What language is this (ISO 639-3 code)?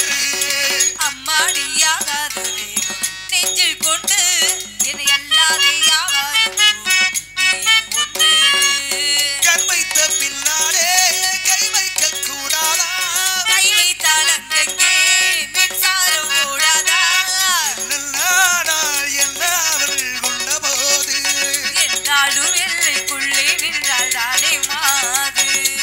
tam